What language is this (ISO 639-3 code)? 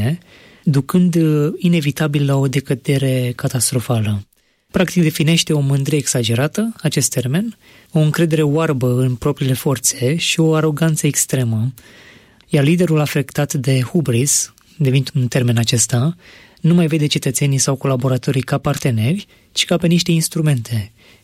ron